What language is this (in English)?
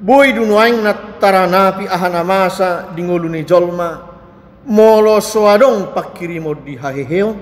Batak Toba